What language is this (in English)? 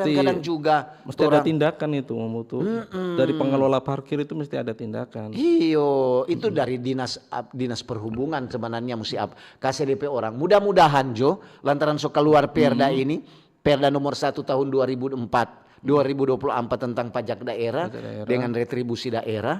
Manado Malay